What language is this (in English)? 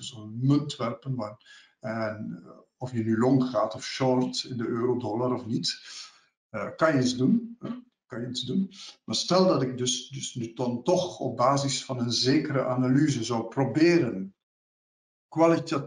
Dutch